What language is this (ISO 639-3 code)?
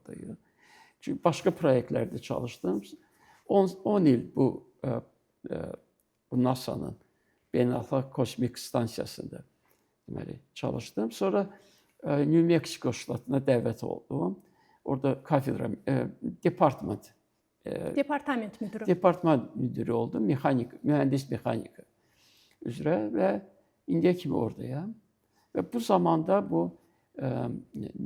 aze